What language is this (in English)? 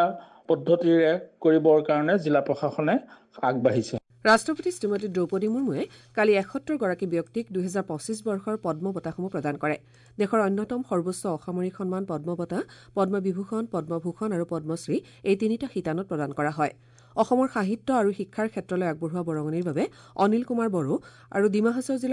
Assamese